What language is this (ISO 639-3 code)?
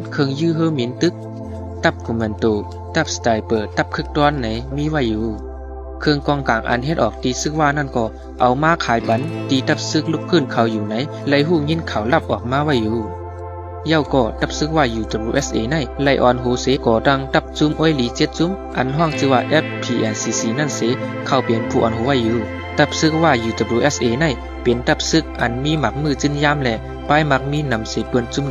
shn